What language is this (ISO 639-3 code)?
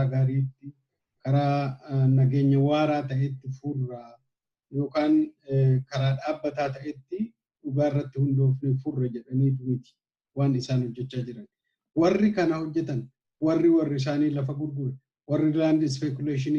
orm